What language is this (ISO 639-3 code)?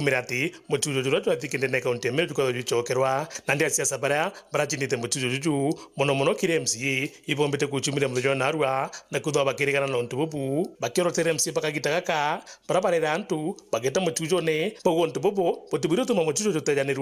mer